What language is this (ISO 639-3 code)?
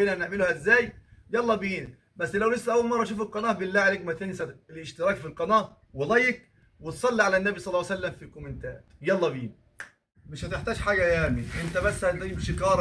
arz